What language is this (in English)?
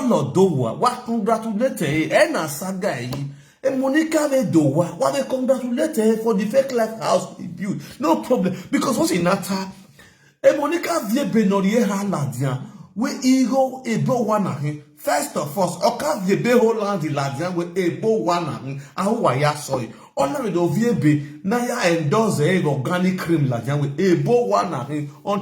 Nigerian Pidgin